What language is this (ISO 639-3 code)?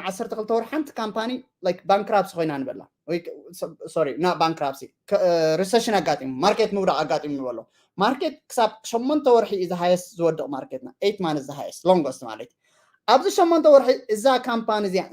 tir